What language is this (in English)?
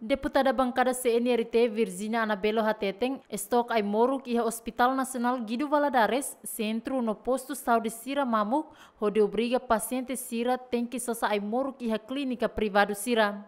Tetum